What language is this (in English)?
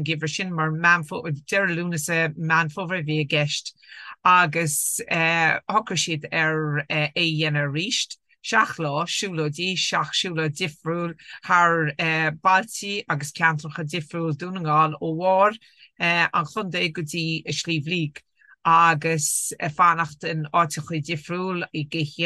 Irish